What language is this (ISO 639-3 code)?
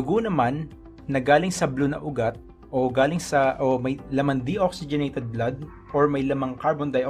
mrw